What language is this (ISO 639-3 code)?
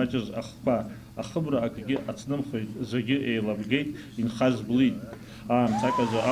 abk